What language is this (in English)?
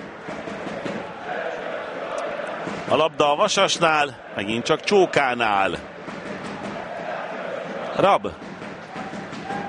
Hungarian